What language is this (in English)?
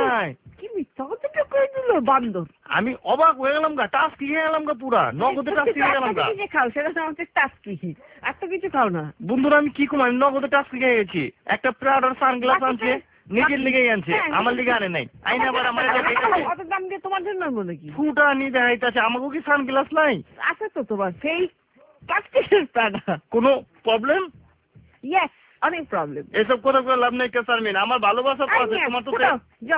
Bangla